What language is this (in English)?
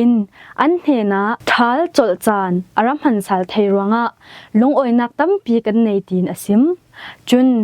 Falam Chin